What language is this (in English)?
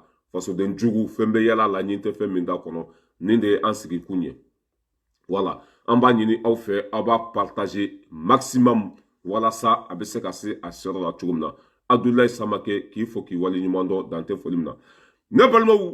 Bambara